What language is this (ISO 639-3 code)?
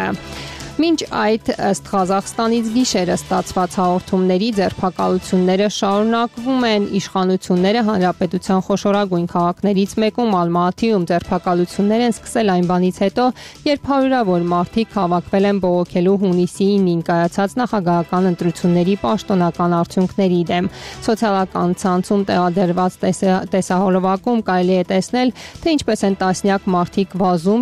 hye